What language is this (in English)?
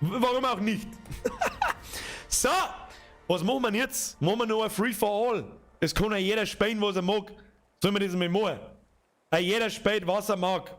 Bavarian